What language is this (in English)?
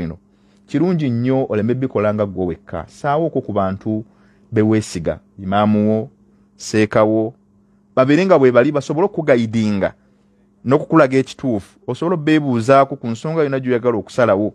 Ganda